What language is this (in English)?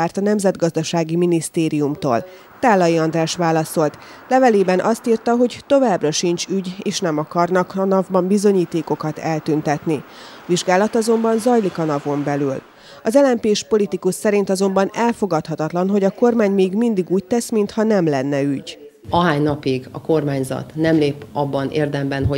Hungarian